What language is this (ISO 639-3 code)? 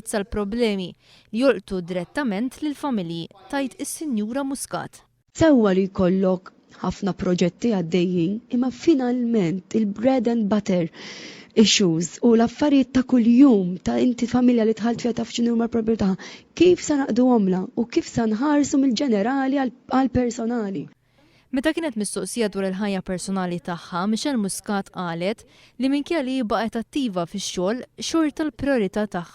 mlt